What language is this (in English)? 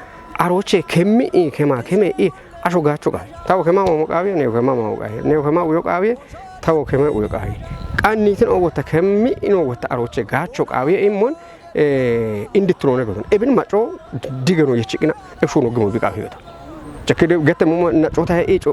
Kafa